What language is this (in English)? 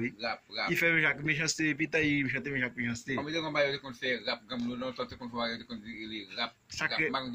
Haitian Creole